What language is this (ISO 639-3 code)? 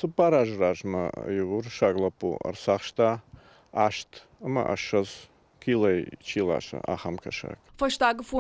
oss